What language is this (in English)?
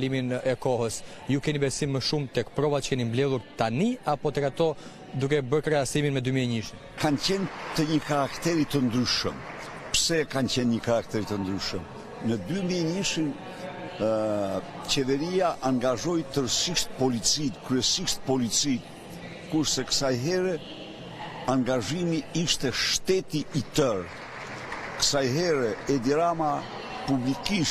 Albanian